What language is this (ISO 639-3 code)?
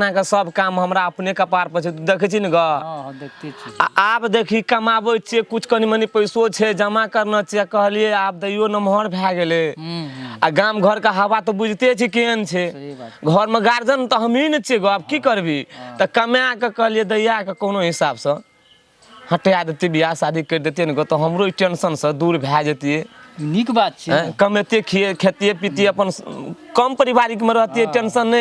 mai